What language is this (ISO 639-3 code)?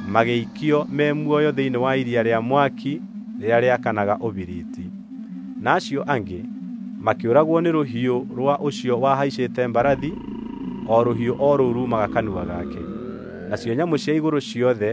kik